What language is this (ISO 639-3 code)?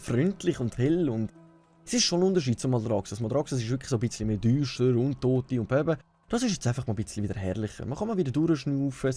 gsw